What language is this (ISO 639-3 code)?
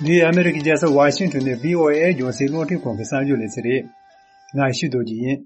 bod